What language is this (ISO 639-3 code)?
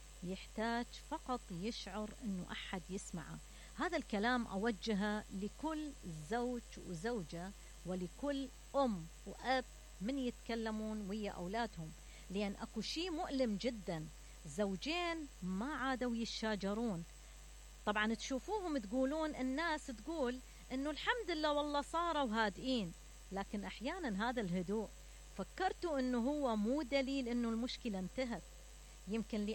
acm